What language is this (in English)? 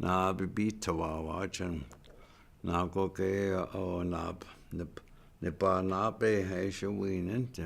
Chippewa